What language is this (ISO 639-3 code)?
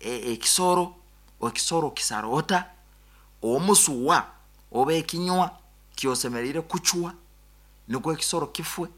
nyo